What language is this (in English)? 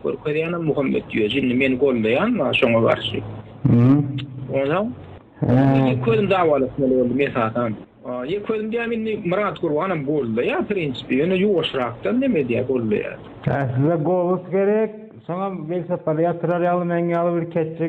Turkmen